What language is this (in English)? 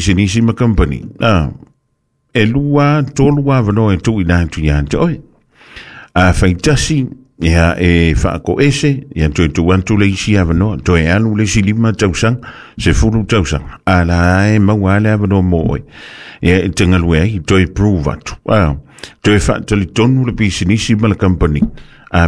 Samoan